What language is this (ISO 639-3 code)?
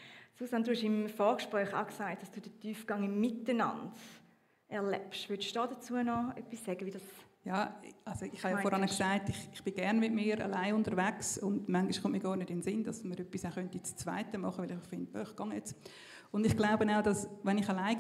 gsw